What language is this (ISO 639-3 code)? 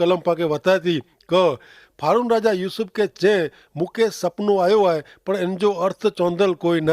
kfr